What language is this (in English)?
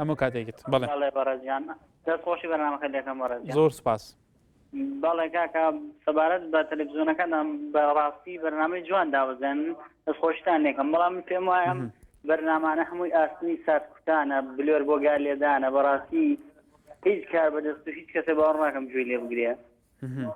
Central Kurdish